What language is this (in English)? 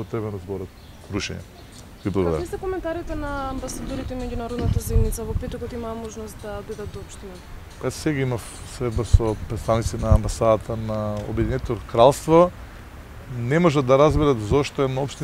Macedonian